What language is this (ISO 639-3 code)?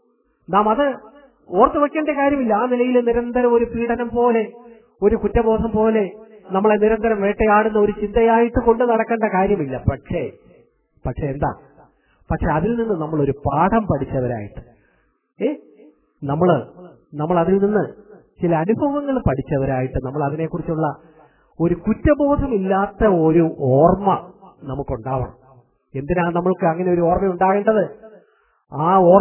mal